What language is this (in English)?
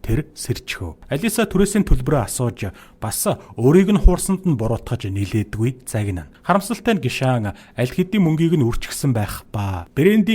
Mongolian